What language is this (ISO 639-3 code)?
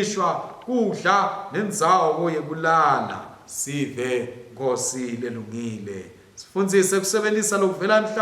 ssw